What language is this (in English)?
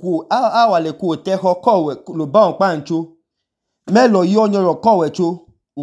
Idoma